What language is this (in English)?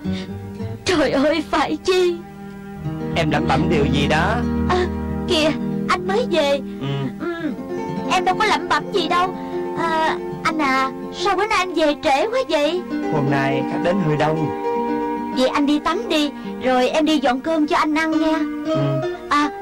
Vietnamese